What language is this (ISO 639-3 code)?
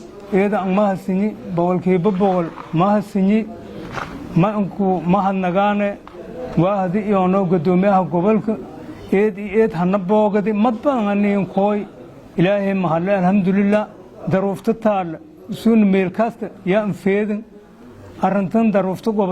som